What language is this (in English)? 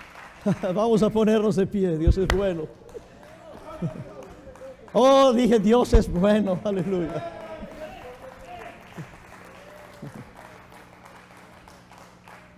Spanish